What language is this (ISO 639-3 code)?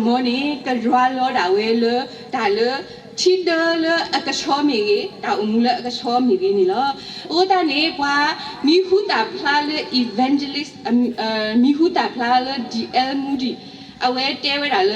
ksw